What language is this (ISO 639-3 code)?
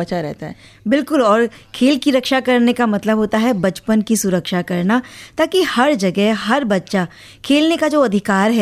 hin